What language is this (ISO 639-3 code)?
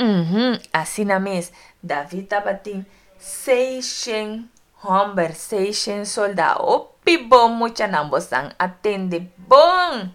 pap